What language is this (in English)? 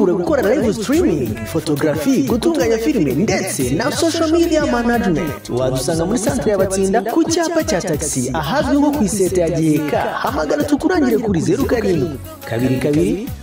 Kinyarwanda